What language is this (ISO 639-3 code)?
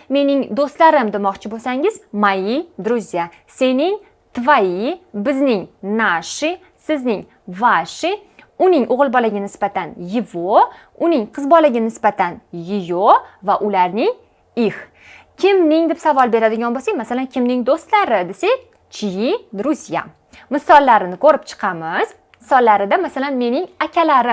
uzb